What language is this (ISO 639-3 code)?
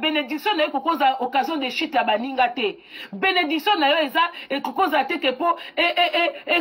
lin